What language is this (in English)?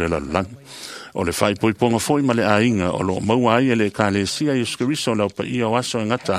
Samoan